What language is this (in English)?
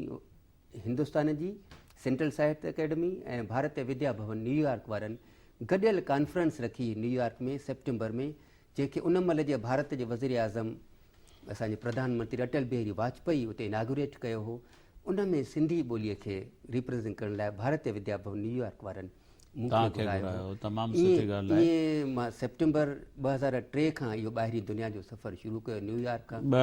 Sindhi